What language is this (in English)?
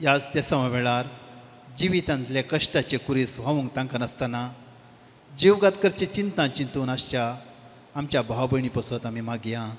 Konkani